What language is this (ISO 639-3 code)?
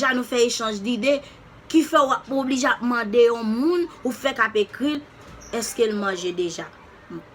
hat